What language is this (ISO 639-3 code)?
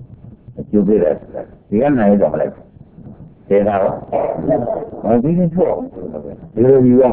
mya